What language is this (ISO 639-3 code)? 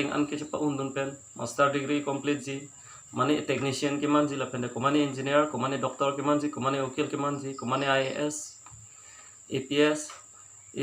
mjw